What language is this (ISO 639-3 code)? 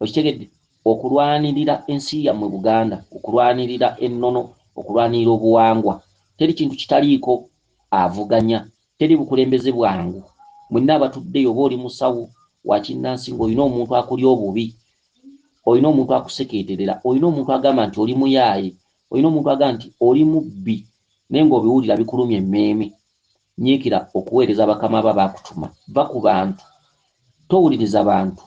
lug